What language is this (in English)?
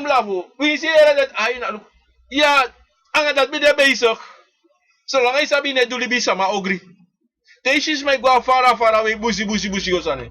Sranan Tongo